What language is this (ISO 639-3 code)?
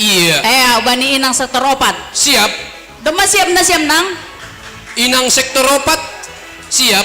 bts